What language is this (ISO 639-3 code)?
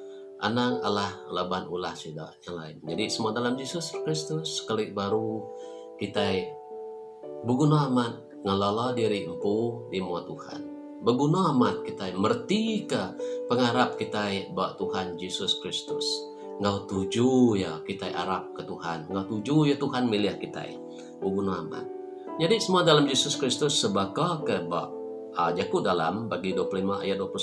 iba